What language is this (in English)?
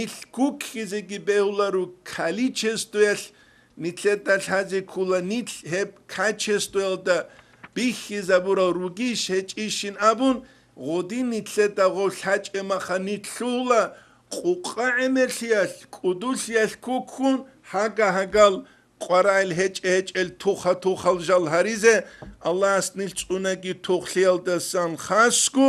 Avaric